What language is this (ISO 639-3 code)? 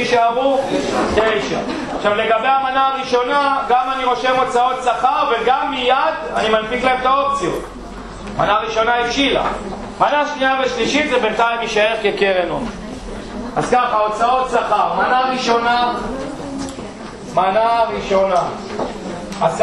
heb